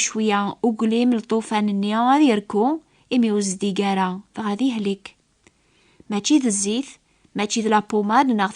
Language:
Kabyle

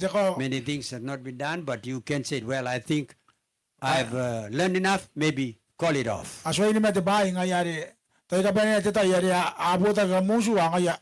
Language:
Gilbertese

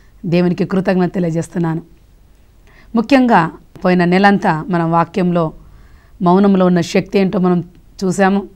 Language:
Telugu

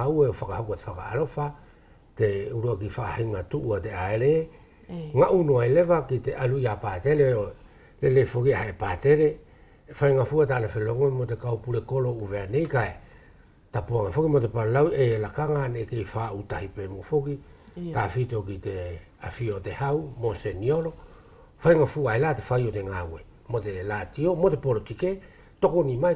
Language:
Wallisian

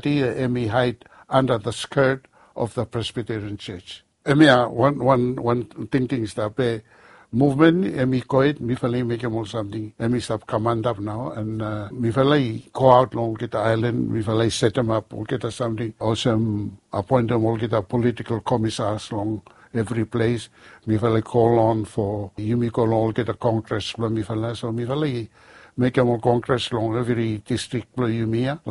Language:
Bislama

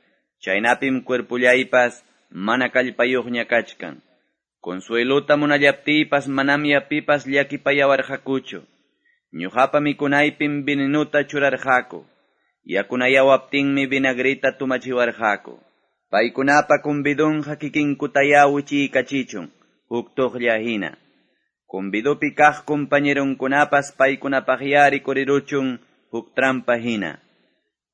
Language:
Quechua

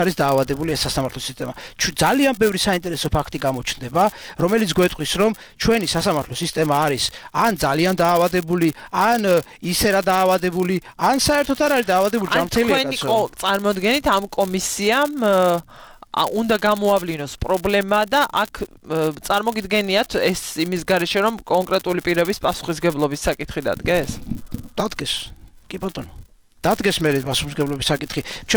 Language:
Georgian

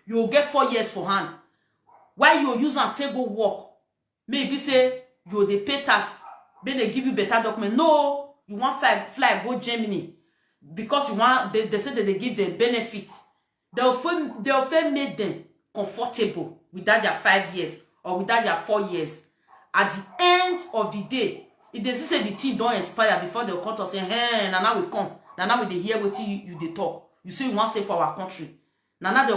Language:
Nigerian Pidgin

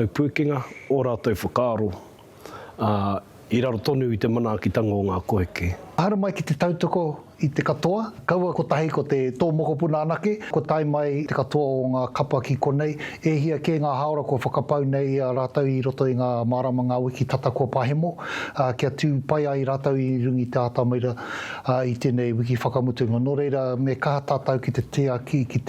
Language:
Māori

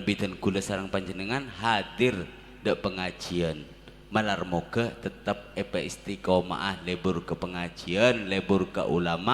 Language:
Madurese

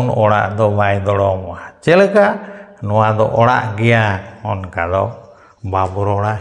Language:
Santali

